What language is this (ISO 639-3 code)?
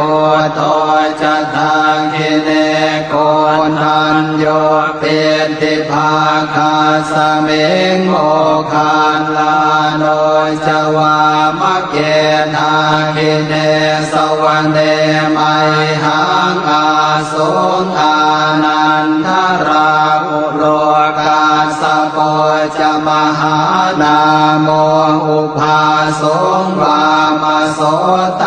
pli